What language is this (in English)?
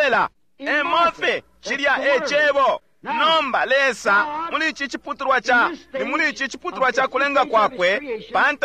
Bemba